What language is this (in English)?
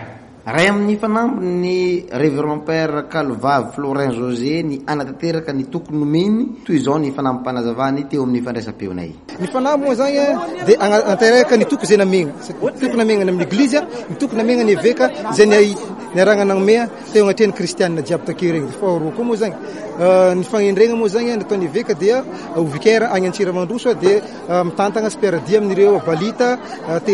Malagasy